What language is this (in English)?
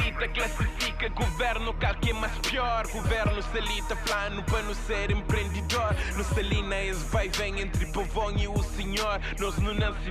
Kabuverdianu